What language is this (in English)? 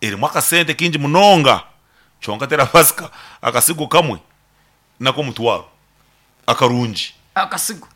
Nyankole